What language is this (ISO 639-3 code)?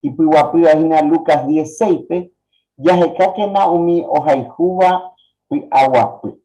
grn